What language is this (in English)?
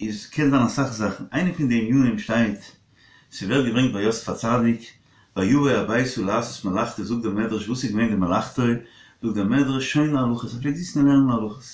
Yiddish